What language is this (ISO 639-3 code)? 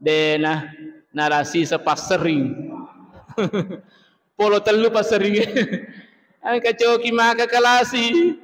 bug